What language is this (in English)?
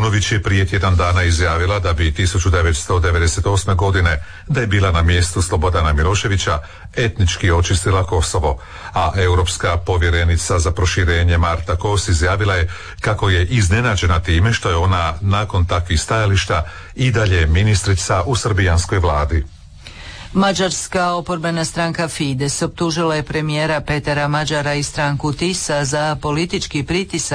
Croatian